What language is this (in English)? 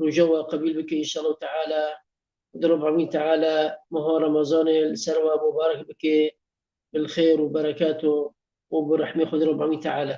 Kurdish